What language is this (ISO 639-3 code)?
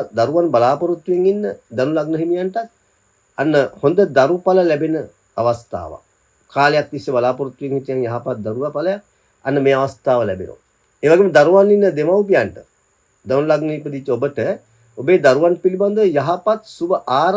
sin